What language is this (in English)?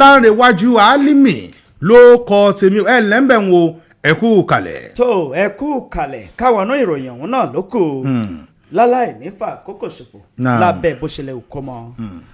Yoruba